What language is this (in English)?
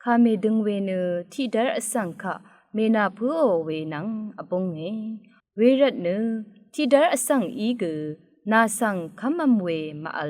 Rawang